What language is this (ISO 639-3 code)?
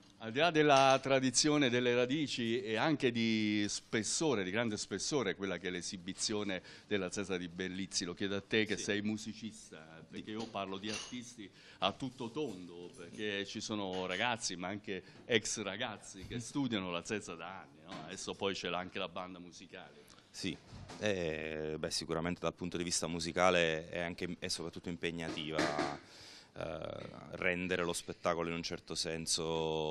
ita